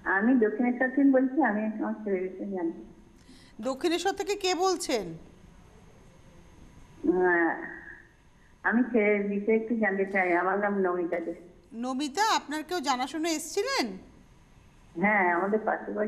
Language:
Bangla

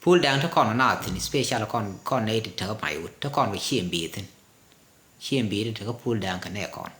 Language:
Nuer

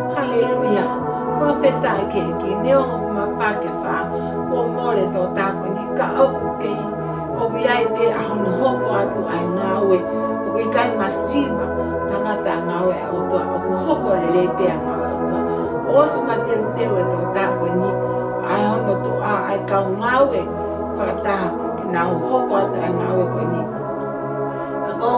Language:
Tongan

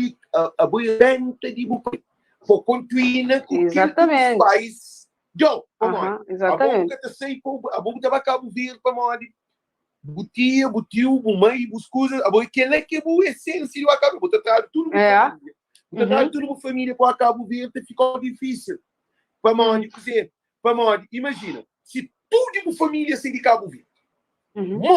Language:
Kabuverdianu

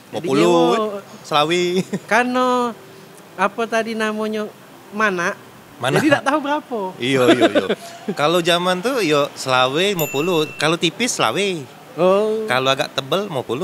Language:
Musi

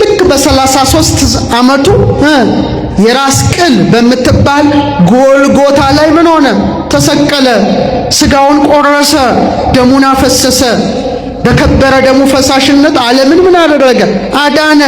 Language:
Amharic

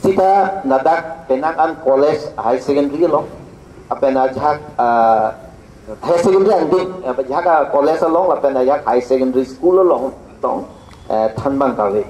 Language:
Karbi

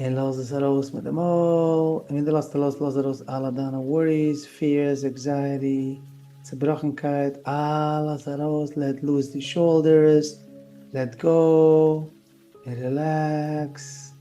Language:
Yiddish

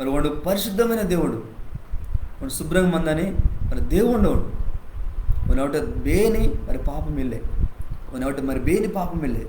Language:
Koya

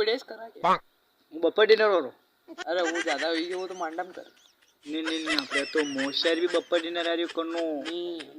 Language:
Rajasthani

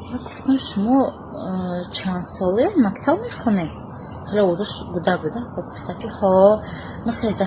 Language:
Tajik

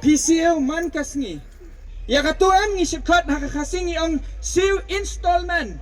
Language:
Khasi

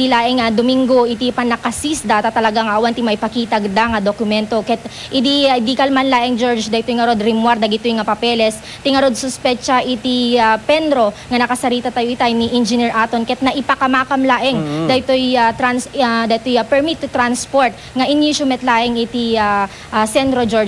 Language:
Iloko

